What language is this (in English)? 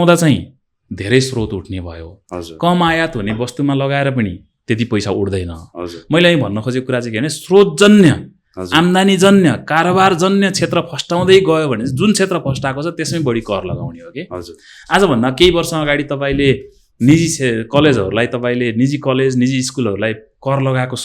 Nepali